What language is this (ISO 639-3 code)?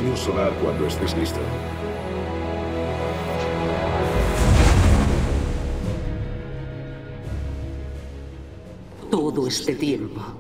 spa